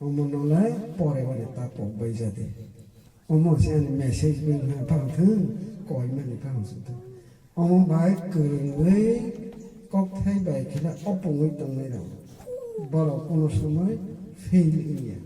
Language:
Kok Borok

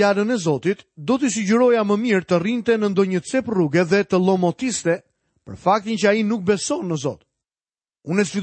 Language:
Albanian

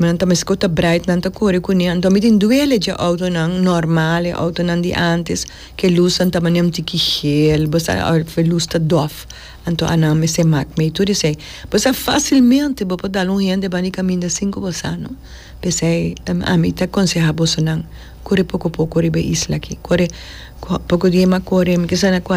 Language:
Papiamento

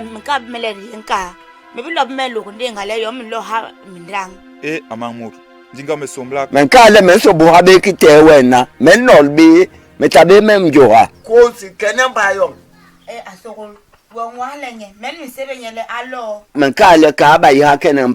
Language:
Basaa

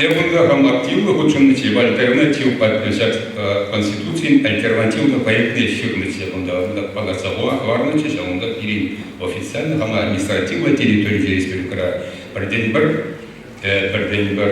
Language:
Chuvash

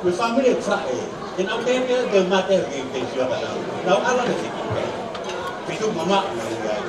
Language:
Tongan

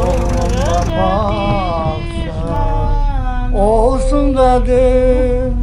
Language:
Crimean Tatar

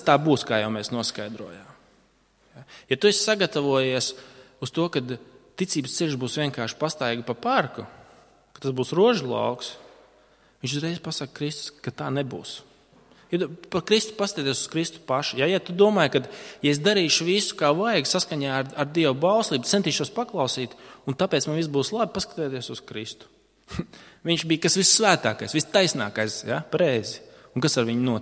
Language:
Latvian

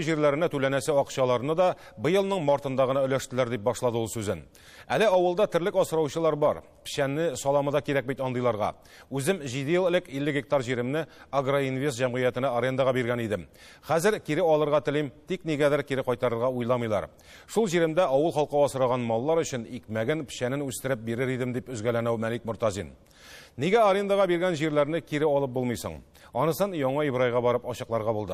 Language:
Tatar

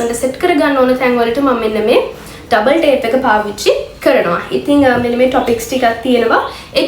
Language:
Sinhala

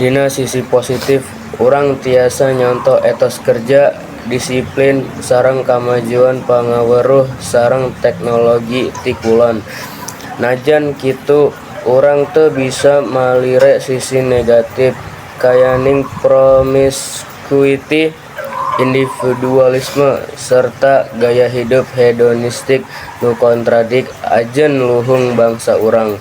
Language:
Sundanese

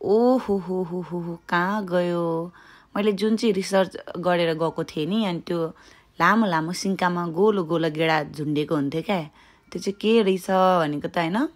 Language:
Nepali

